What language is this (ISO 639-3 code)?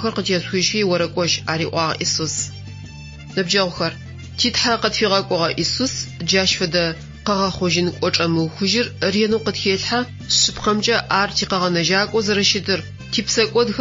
ady